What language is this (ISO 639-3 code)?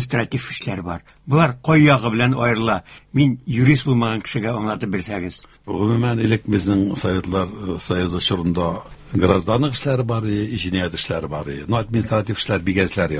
tat